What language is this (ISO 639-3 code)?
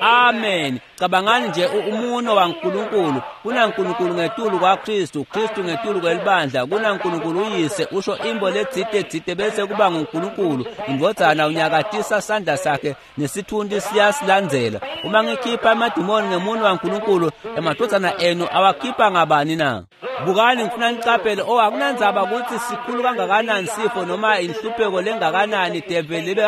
ssw